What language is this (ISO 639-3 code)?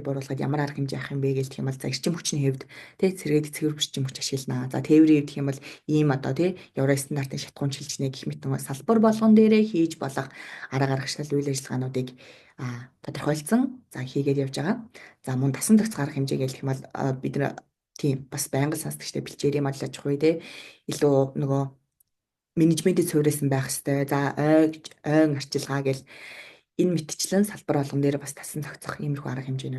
mon